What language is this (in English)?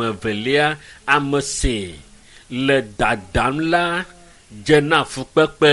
Ewe